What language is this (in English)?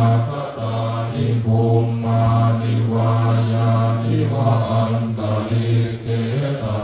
Pali